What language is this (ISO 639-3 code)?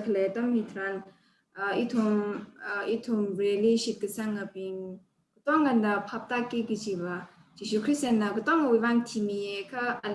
nmf